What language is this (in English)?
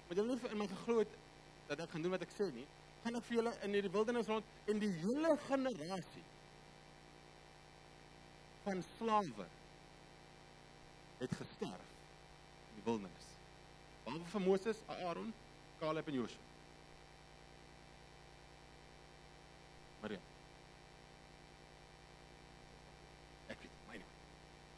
Afrikaans